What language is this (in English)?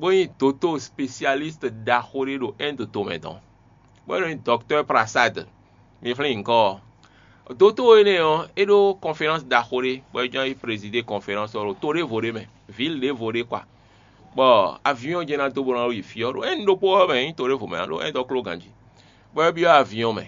Fon